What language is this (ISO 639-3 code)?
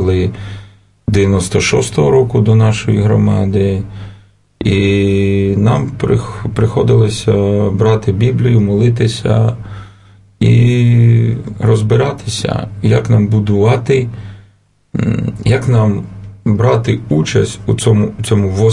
ukr